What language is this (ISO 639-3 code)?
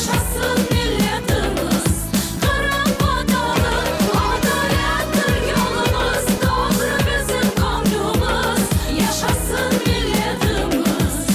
crh